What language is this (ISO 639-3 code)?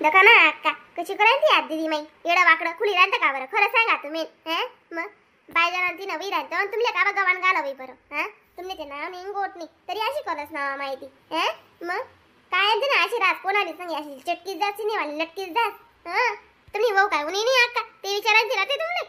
khn